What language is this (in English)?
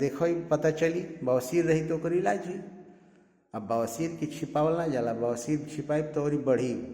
Bhojpuri